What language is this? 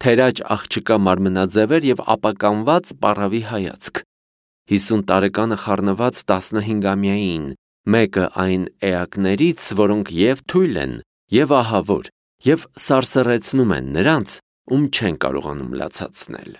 Armenian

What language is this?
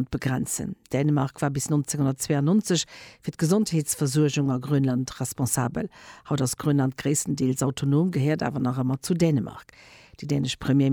Luxembourgish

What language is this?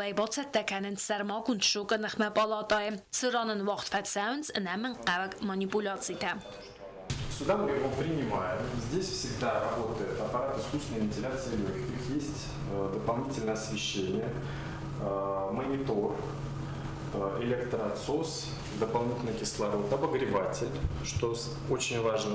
Ossetic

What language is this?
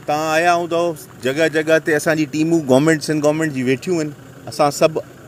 Sindhi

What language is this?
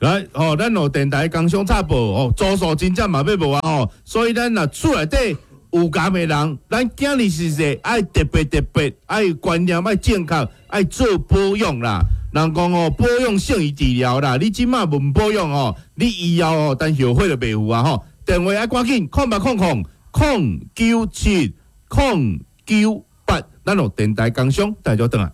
Min Nan Chinese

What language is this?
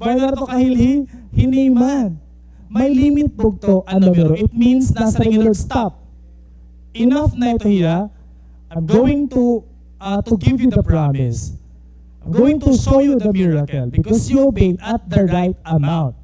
Waray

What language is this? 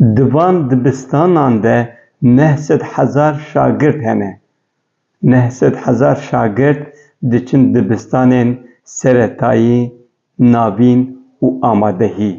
Kurdish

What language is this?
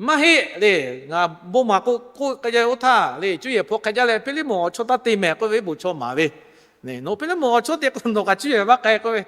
Lahu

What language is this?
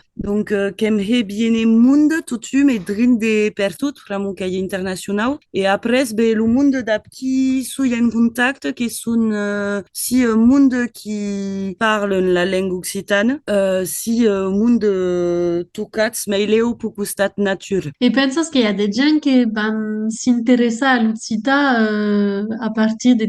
Occitan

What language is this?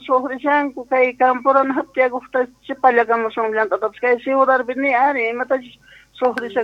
South Bolivian Quechua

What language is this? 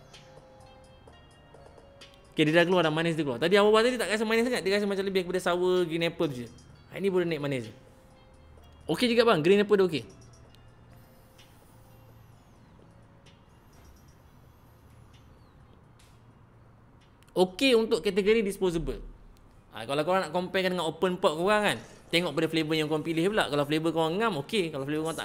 Malay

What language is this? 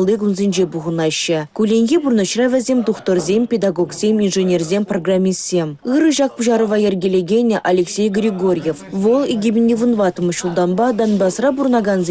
Chuvash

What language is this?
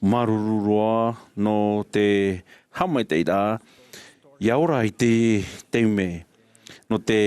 Tahitian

